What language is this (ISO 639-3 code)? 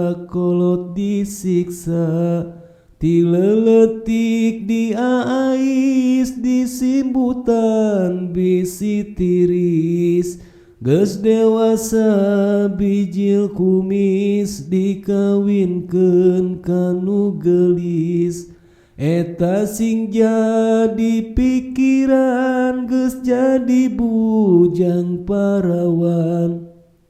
sun